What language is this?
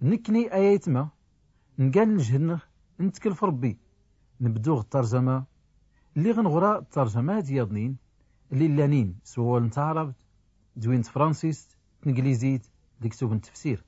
Tachelhit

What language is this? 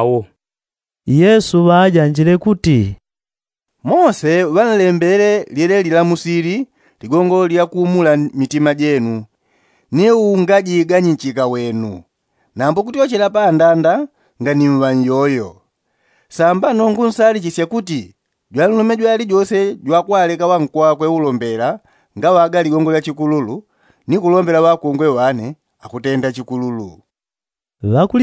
Yao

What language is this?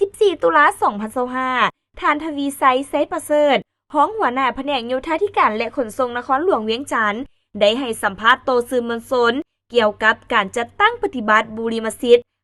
Lao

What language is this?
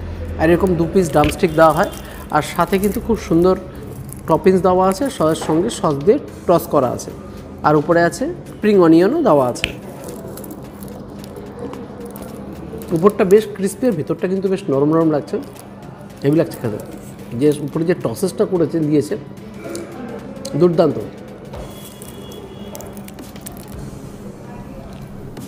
Bangla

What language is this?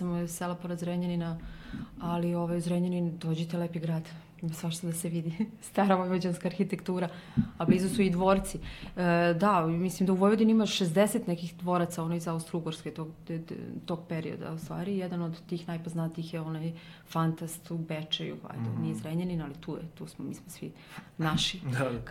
Serbian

